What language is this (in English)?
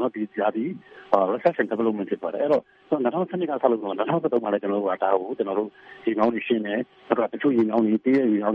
Burmese